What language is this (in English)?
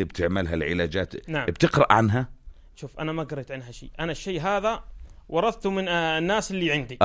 North Levantine Arabic